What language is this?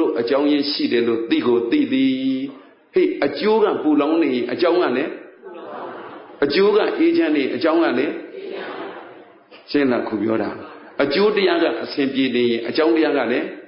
Burmese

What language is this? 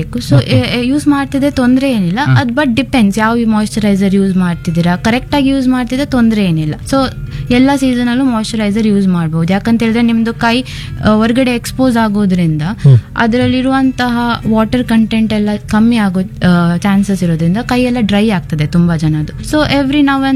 Kannada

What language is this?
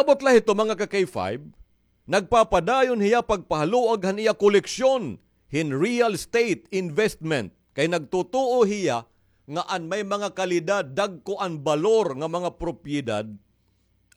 Waray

